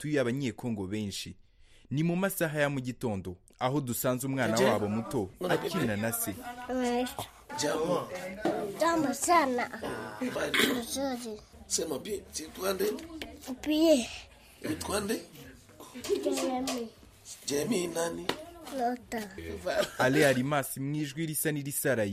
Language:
Kinyarwanda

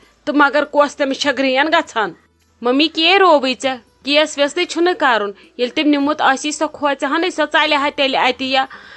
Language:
Kashmiri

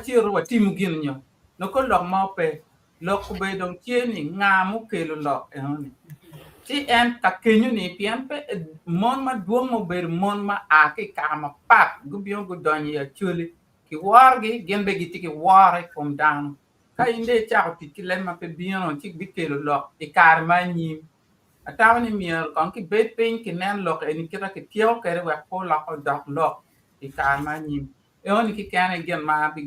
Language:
Acoli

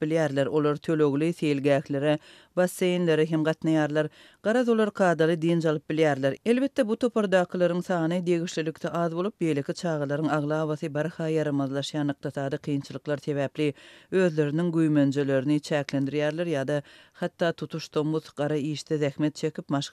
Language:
Turkmen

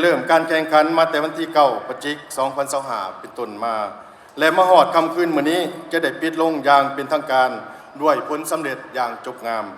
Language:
Lao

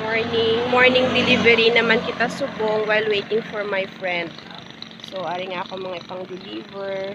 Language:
Hiligaynon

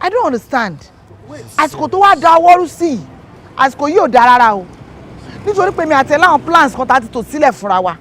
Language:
Yoruba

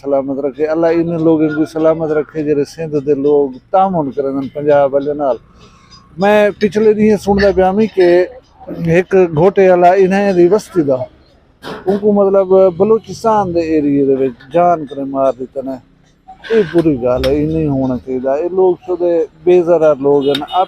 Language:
Saraiki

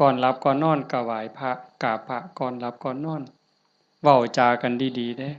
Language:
Northeastern Thai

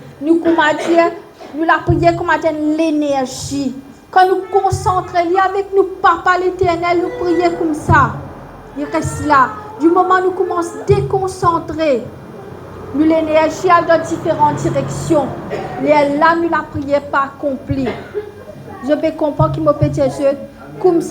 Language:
Morisyen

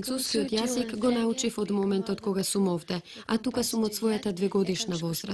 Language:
Macedonian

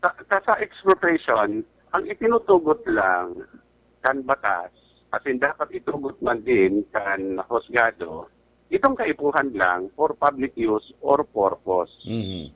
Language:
Bikol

